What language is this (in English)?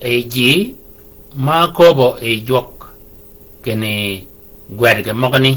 Shilluk